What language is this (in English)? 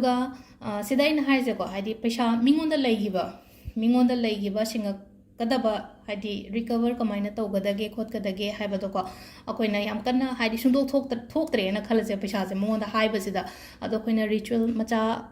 Manipuri